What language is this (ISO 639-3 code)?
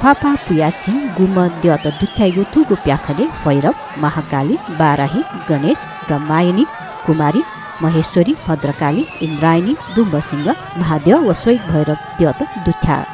new